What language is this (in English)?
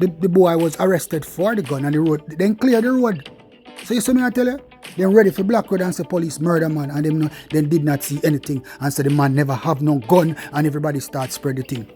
Jamaican Creole English